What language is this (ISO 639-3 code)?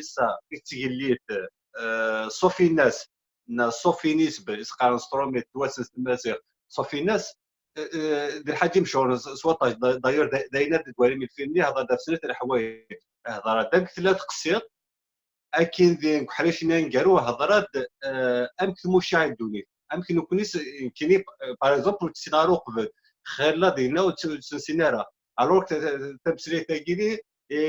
kab